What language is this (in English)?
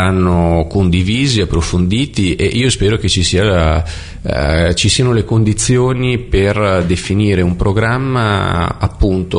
Italian